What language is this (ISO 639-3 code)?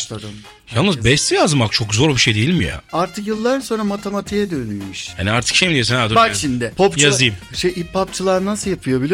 tur